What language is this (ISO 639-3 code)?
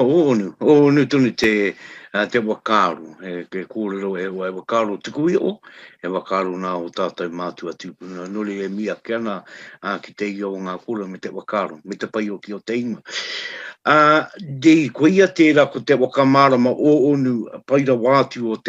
mri